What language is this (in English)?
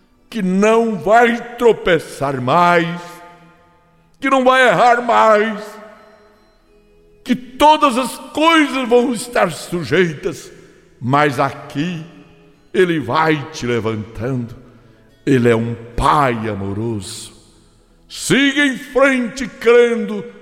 Portuguese